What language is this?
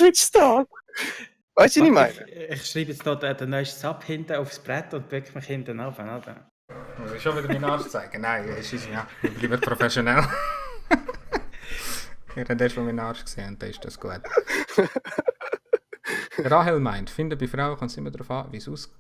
Swiss German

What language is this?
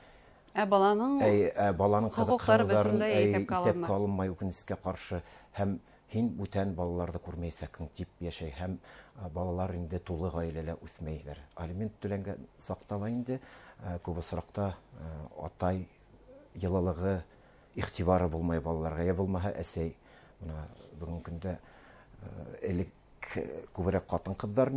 Bashkir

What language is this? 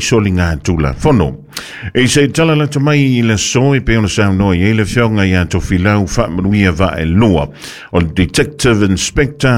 Samoan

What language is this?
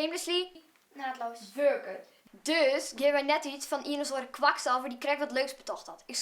Western Frisian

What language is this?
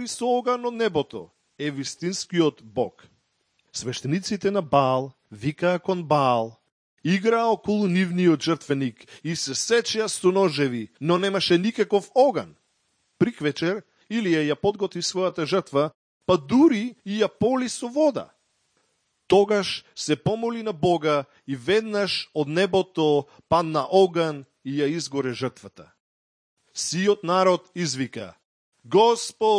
Macedonian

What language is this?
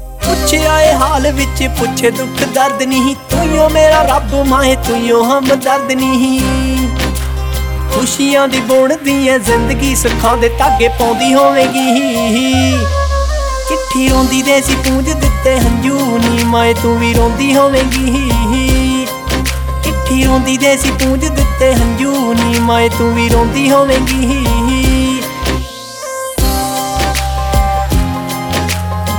Punjabi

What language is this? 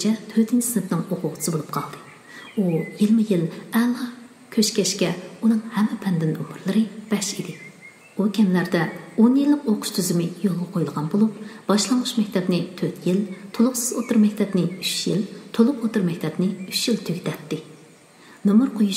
Uyghur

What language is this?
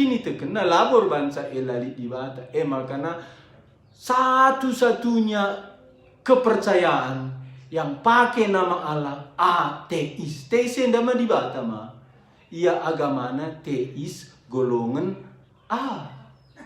Batak Karo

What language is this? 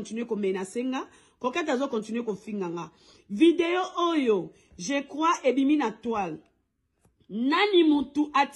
Lingala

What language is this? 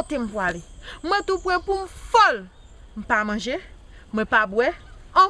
Haitian Creole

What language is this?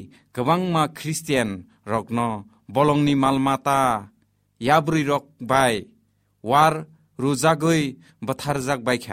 Kok Borok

